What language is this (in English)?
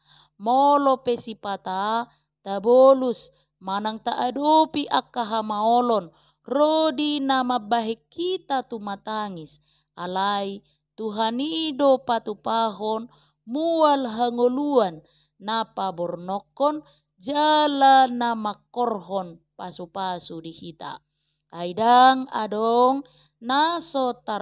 Batak Toba